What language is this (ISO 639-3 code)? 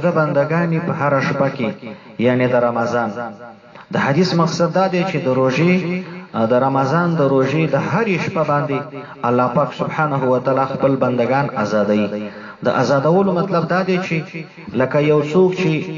pus